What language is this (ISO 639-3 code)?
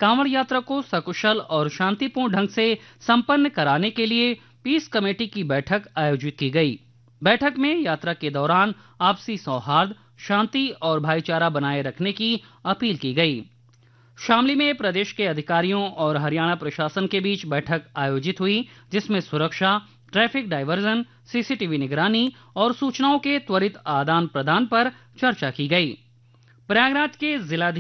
hin